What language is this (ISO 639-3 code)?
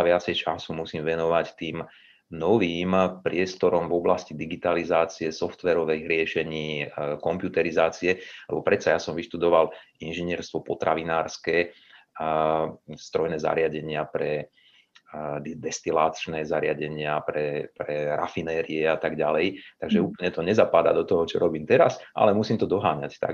slk